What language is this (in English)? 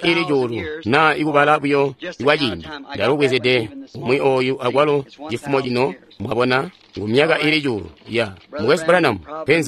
Tonga (Zambia)